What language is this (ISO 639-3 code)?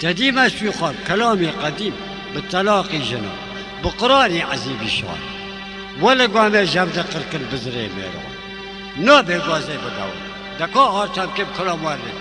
kur